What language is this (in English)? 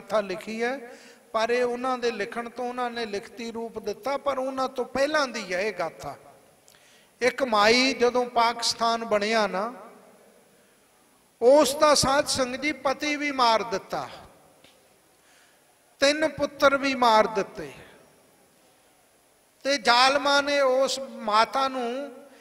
Punjabi